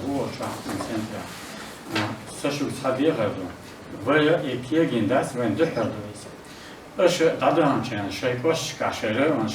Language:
Chechen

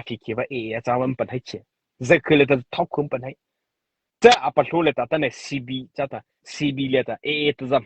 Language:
Mara Chin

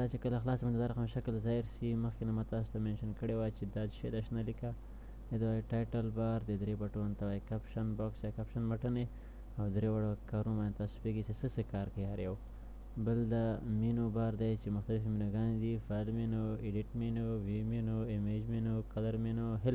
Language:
Pashto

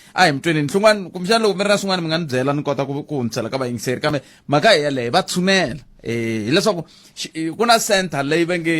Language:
Tsonga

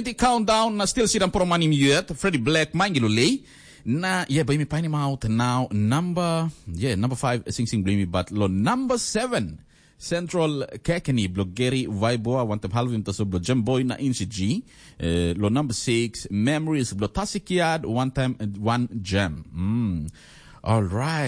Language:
Tok Pisin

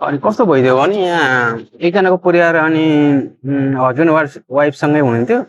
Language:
Nepali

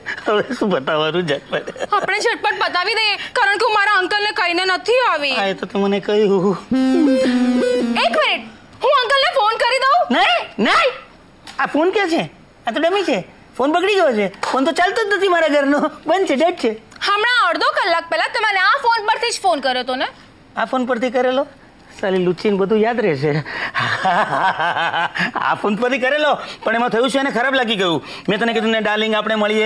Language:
Gujarati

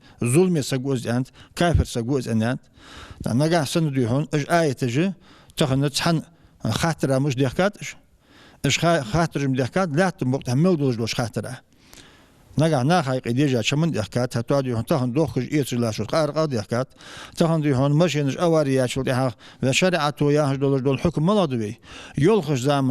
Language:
Ingush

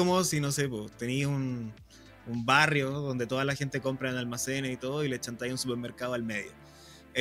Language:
Spanish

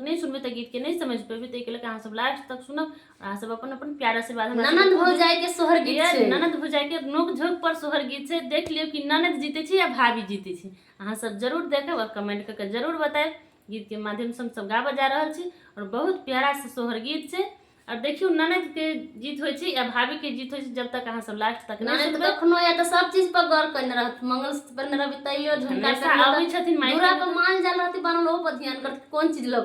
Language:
Maithili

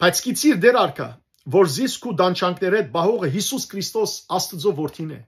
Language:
Western Armenian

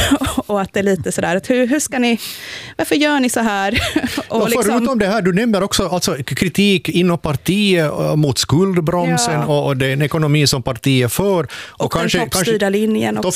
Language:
Swedish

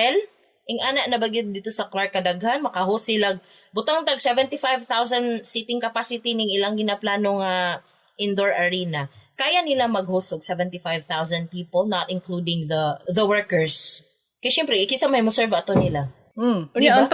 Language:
Cebuano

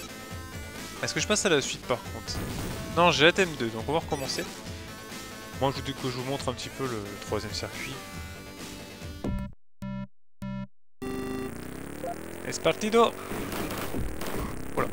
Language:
French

